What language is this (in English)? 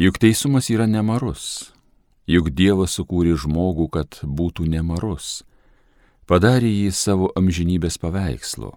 Lithuanian